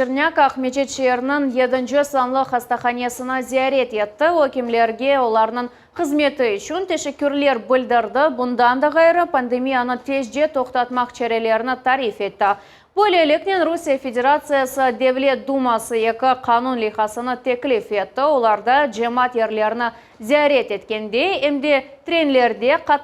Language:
Crimean Tatar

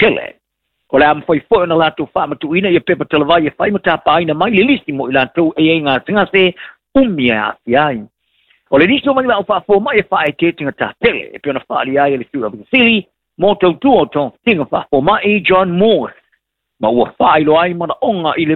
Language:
Samoan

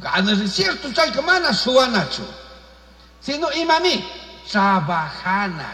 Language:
Chimborazo Highland Quichua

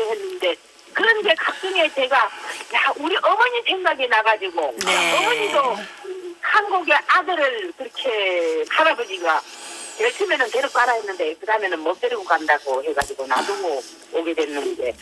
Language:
Korean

